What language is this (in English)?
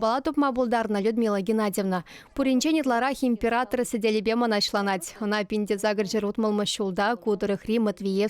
Chuvash